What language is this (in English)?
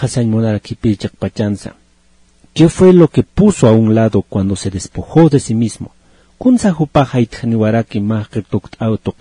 Aymara